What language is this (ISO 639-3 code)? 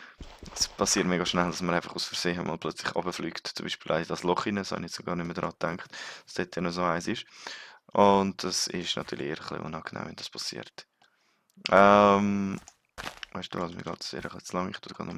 gsw